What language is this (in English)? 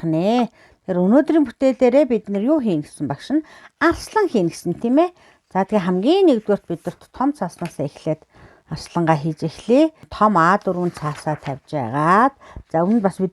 Mongolian